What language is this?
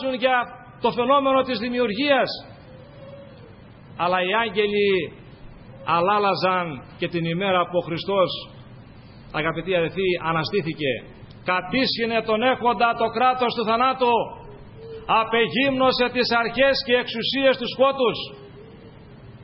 Greek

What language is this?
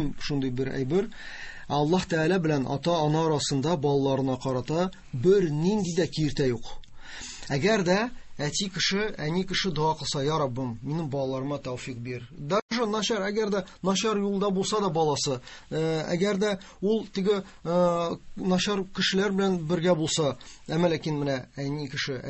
Tatar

